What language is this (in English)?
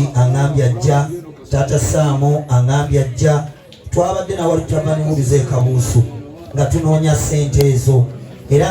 Ganda